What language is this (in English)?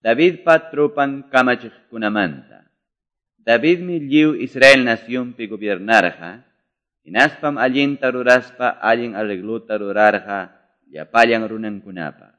Quechua